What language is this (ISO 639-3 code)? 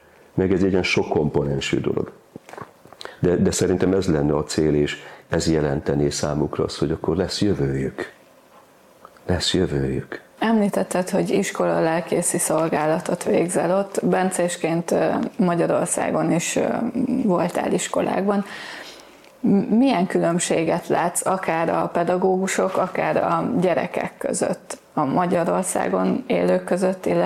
hun